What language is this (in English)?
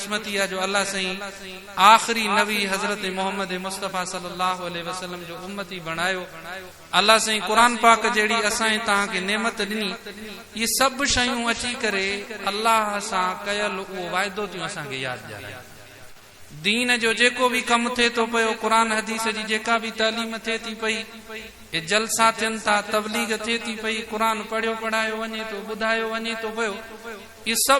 Sindhi